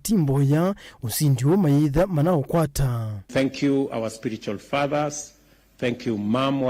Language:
Kamba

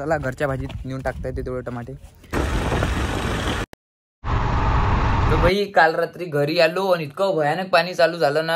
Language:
Marathi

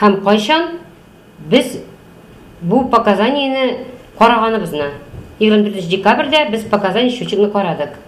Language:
Tatar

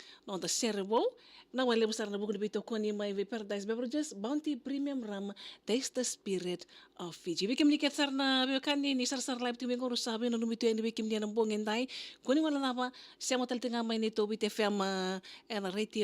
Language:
Fijian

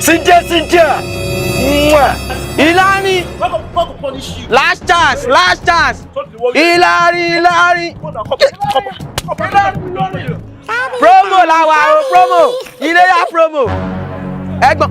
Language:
Nigerian Pidgin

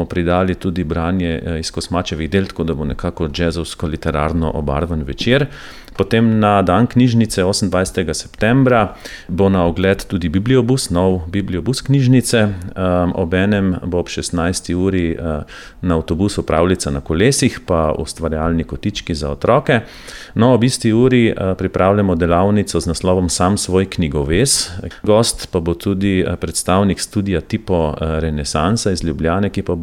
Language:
Slovenian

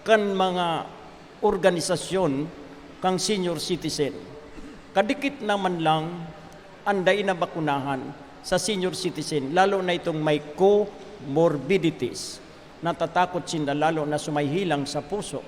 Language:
Bikol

